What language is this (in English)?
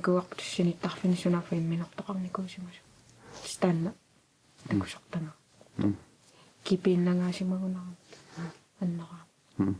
Kalaallisut